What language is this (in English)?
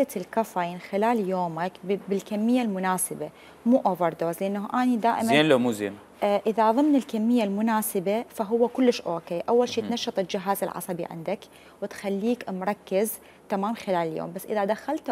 Mesopotamian Arabic